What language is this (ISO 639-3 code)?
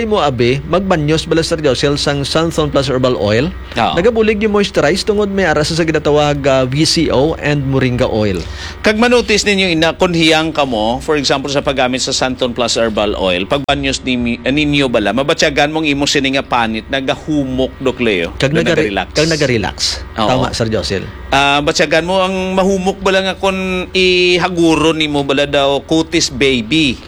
hil